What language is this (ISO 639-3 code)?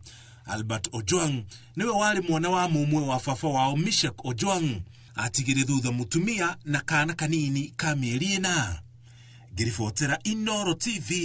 kik